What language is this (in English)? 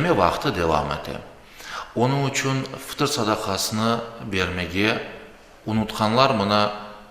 Crimean Tatar